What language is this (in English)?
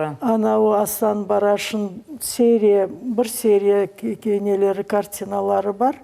Crimean Tatar